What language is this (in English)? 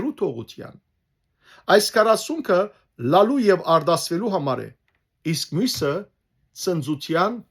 Western Armenian